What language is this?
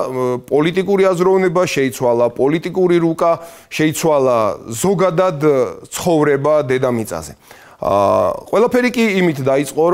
Georgian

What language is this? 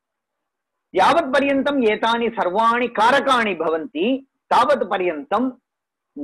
Sanskrit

